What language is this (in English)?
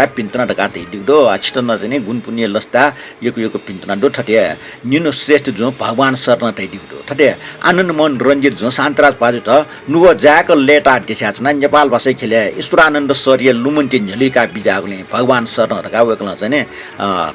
Newari